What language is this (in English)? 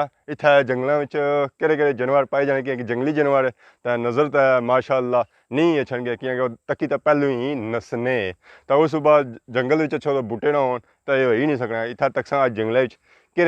Pahari-Potwari